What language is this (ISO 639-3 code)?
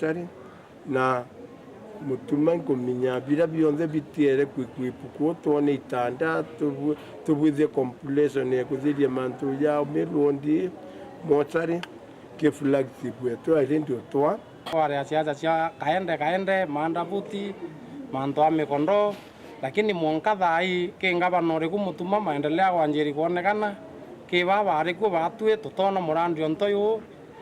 mer